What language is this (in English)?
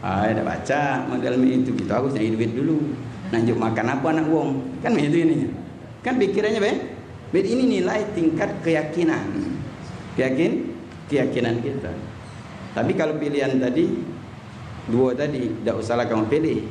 Musi